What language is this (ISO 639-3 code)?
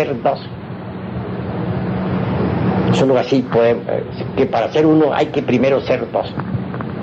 spa